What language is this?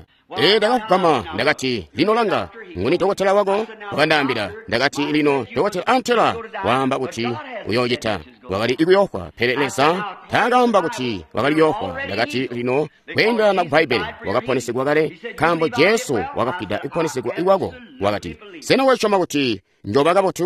Tonga (Zambia)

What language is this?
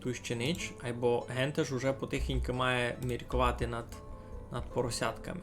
Rusyn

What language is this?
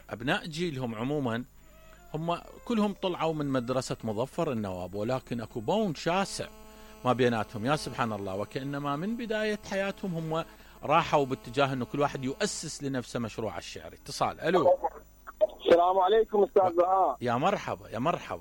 Mesopotamian Arabic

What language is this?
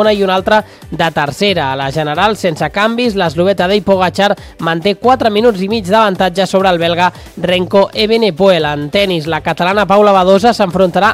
Catalan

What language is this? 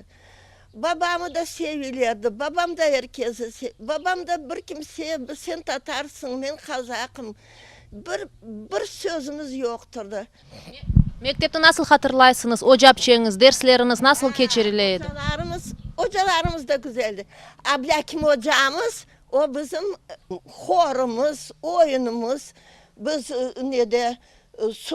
Crimean Tatar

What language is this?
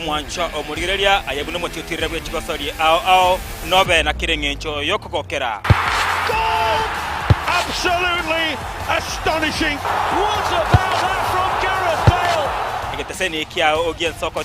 Gusii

